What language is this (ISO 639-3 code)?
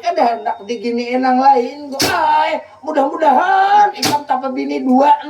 bjn